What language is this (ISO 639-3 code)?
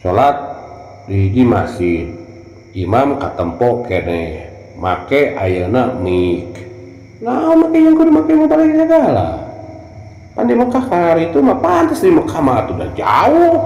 sun